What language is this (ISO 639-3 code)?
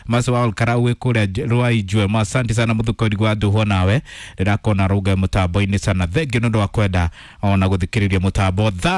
kik